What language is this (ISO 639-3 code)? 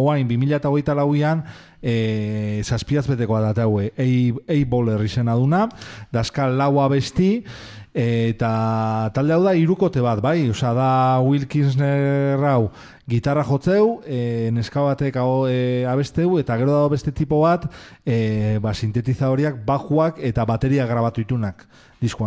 eus